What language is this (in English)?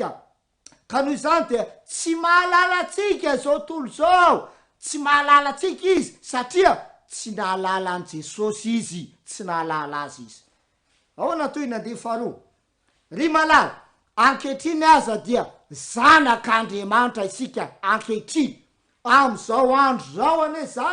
Malagasy